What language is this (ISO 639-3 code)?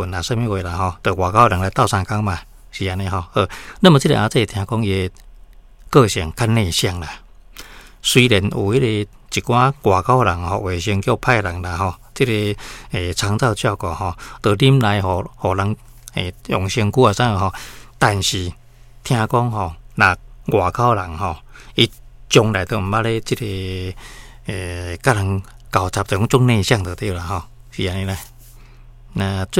nan